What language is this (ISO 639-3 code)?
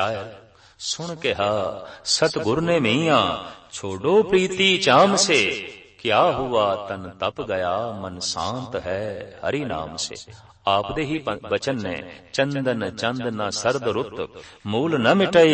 pan